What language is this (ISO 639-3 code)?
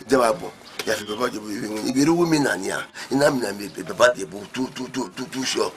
bin